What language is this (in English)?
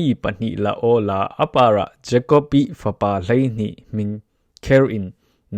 Falam Chin